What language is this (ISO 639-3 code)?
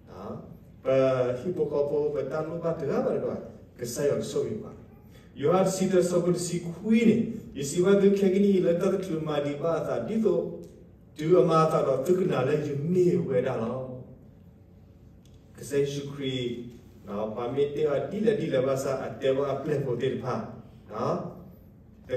ksw